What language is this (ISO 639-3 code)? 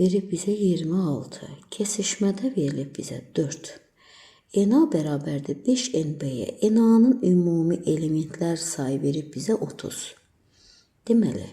aze